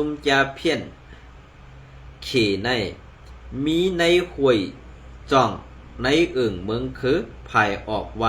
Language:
Shan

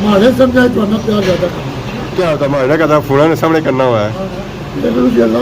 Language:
Pahari-Potwari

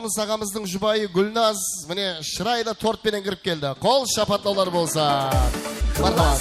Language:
Kara-Kalpak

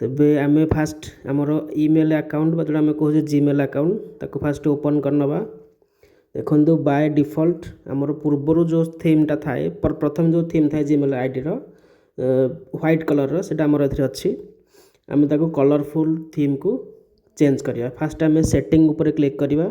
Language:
Odia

